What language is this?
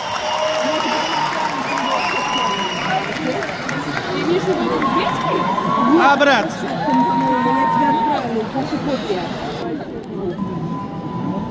Turkish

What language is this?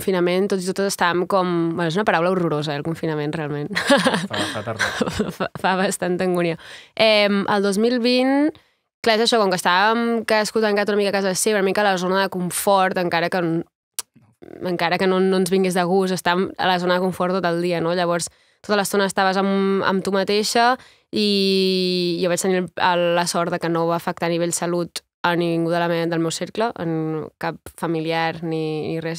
Catalan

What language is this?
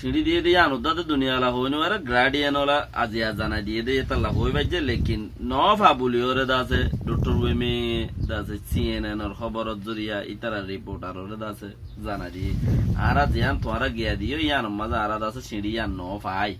Rohingya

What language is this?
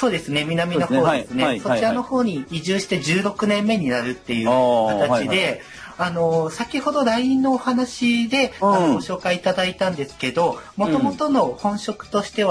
Japanese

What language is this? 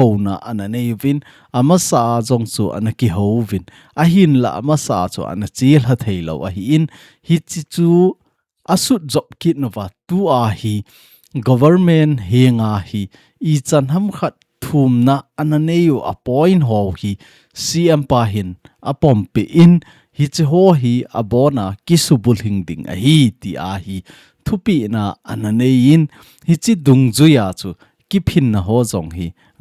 Thado Chin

